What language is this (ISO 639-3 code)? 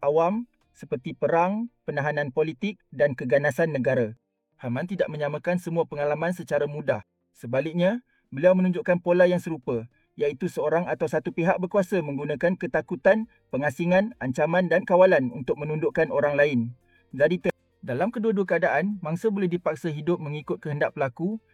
msa